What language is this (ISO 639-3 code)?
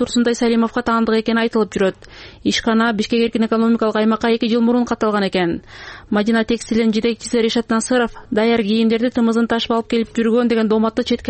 kir